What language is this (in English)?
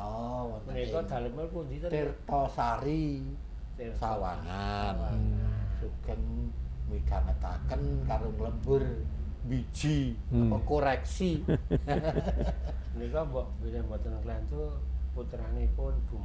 Javanese